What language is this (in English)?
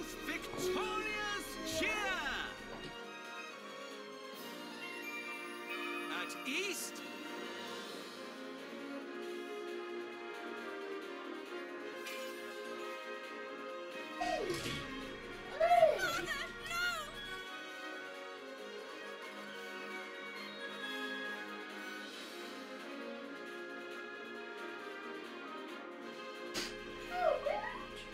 English